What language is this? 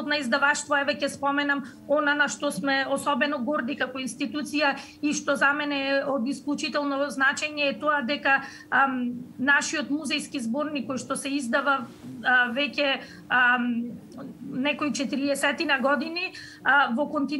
Macedonian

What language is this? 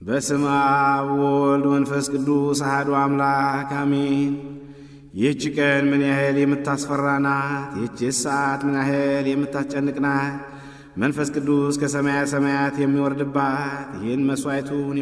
Amharic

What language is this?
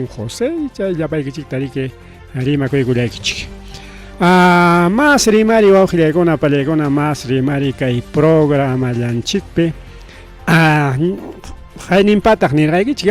Ayacucho Quechua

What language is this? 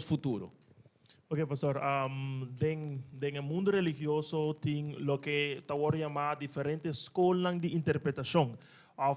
Papiamento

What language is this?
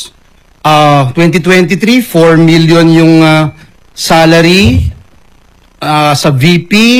Filipino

